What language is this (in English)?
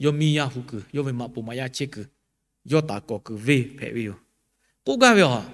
Lahu